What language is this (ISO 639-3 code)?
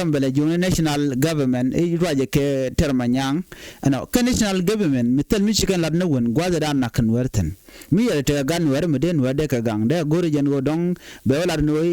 nus